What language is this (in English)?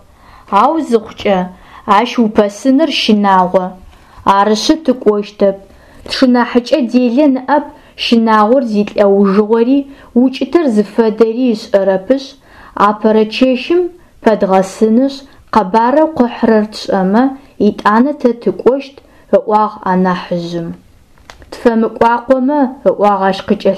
Adyghe